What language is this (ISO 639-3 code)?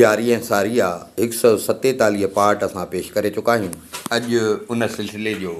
snd